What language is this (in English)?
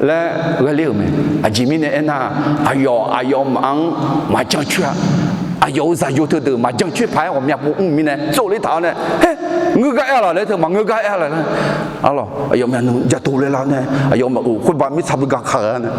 Akha